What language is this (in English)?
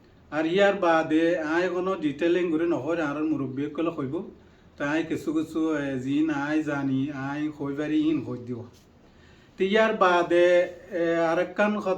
Rohingya